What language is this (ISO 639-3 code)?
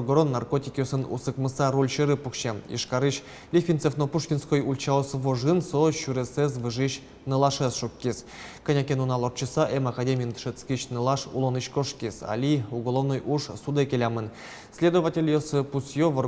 udm